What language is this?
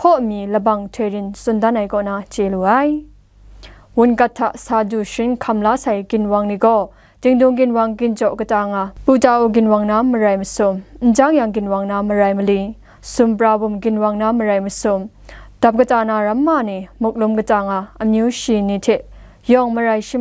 Kachin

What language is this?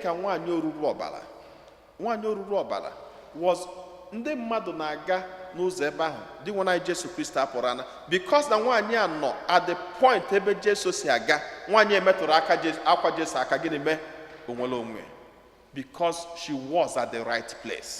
Igbo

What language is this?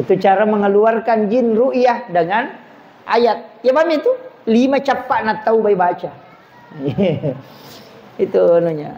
Buginese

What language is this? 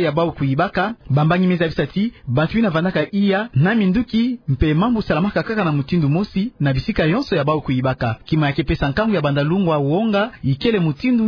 Kituba (Democratic Republic of Congo)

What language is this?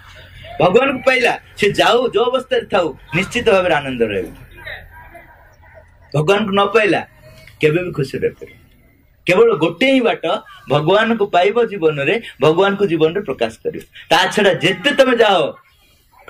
Odia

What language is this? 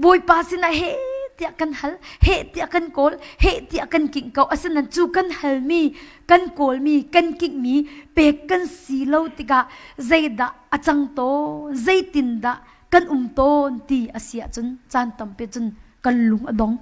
Hakha Chin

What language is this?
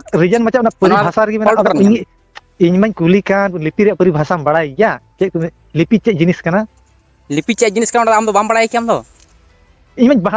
Santali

